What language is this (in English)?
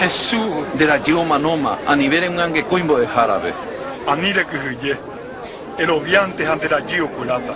Guarani